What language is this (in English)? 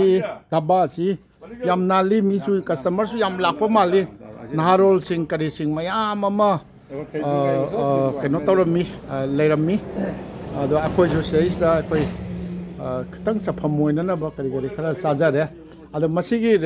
Manipuri